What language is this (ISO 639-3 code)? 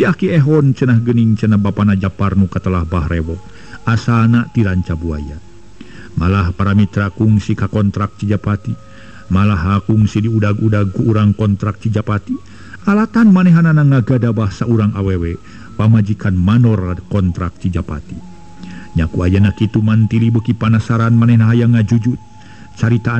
sun